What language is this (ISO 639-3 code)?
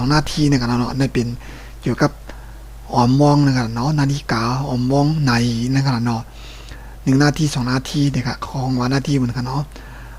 shn